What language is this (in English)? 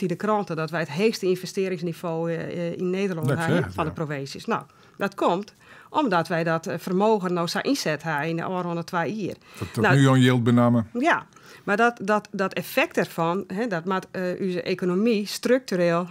Western Frisian